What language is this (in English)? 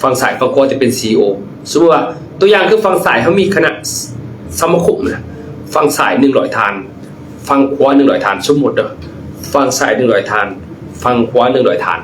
Lao